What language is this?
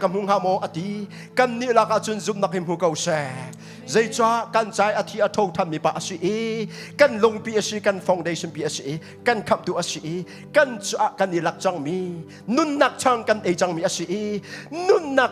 Hakha Chin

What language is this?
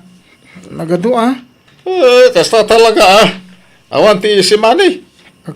Iloko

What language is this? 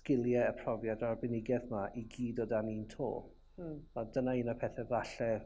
Welsh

